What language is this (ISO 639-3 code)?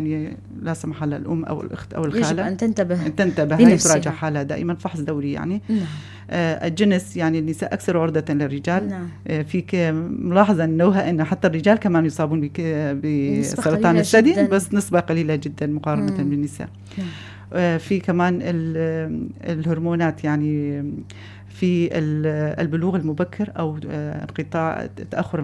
apc